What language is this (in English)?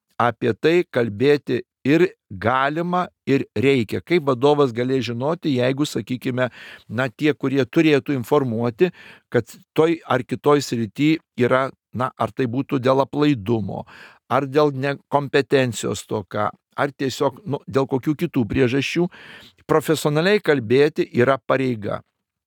Lithuanian